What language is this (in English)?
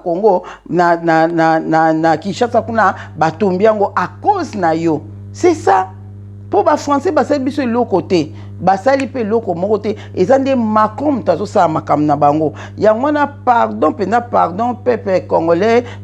Lingala